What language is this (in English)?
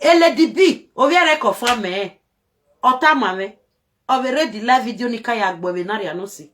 Nigerian Pidgin